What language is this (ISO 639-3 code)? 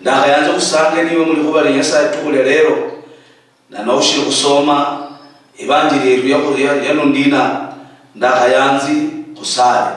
luy